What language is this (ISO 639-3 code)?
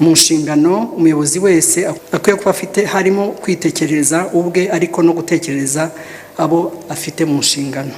kin